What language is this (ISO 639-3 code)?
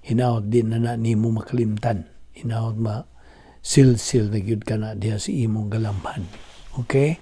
ceb